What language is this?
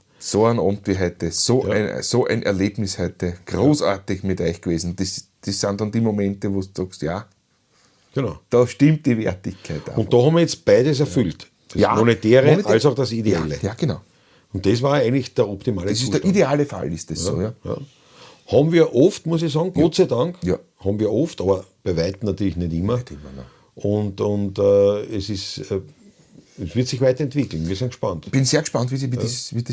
Bavarian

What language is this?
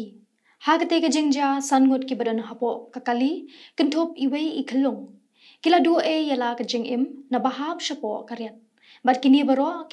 Khasi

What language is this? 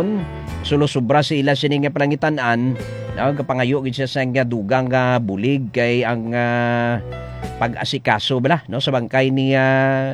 Hiligaynon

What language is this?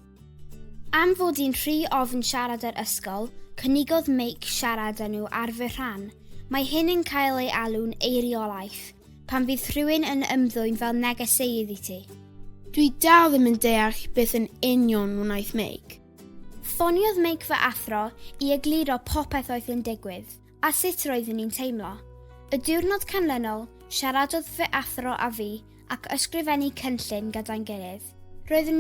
Welsh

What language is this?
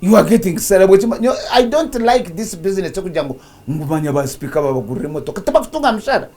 Nyankole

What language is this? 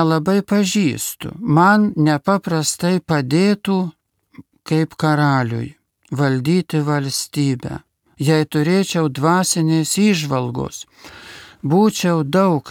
Lithuanian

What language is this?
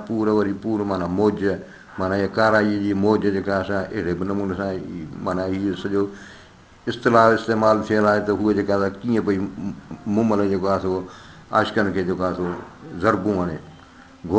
Sindhi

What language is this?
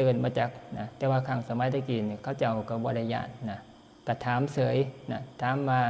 Northeastern Thai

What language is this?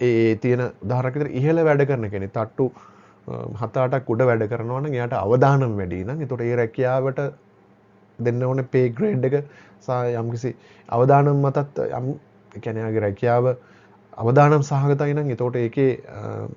Sinhala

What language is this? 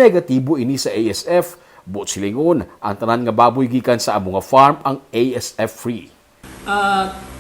Hiligaynon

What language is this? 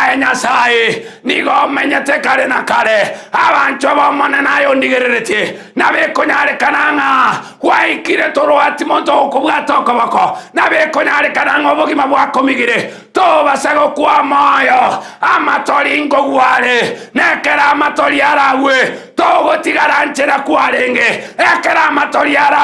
Gusii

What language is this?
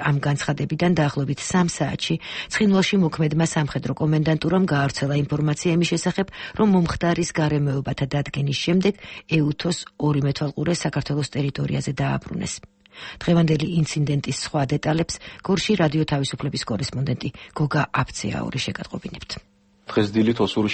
Georgian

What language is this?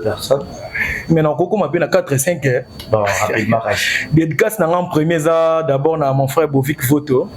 Lingala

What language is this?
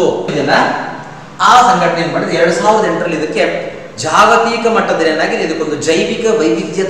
Kannada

